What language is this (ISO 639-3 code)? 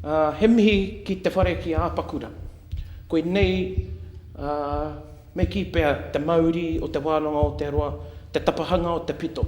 mri